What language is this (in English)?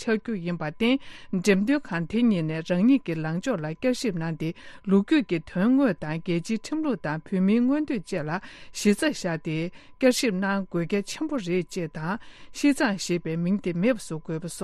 Tibetan